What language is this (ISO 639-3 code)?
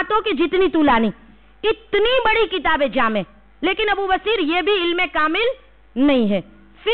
urd